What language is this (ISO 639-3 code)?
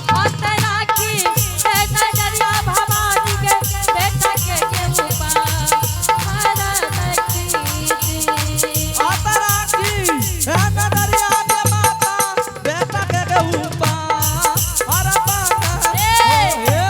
anp